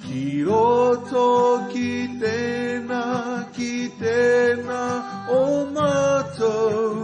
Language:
Māori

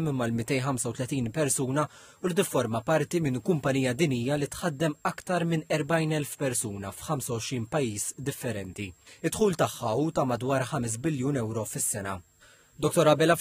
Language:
Maltese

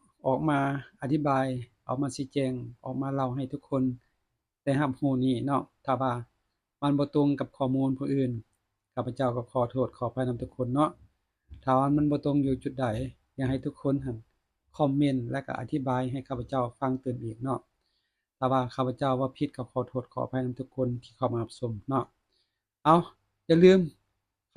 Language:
Lao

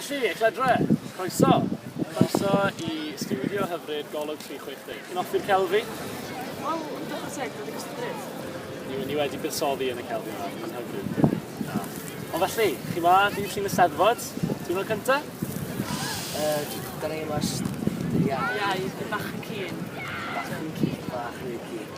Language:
Welsh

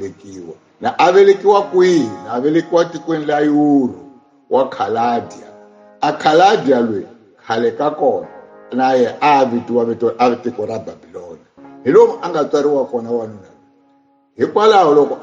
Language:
Tsonga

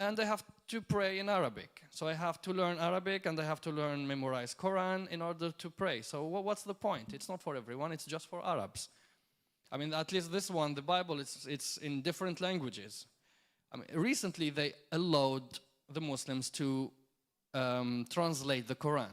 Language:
English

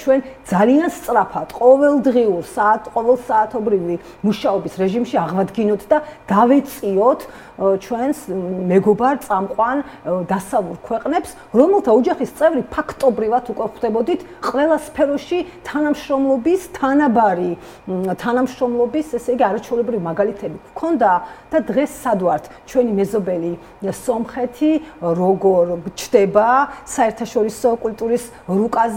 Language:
Georgian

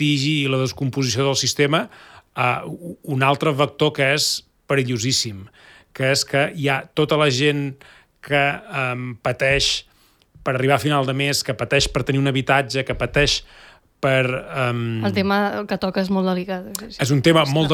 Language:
Catalan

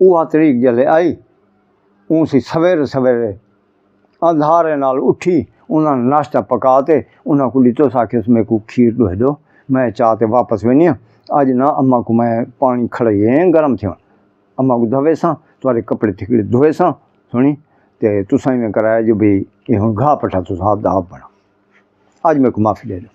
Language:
Saraiki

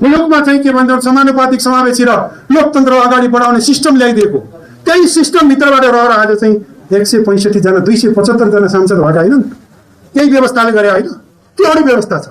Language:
Nepali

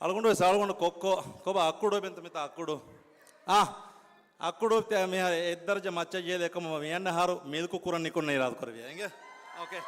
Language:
Divehi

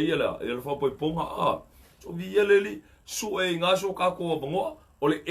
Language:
Samoan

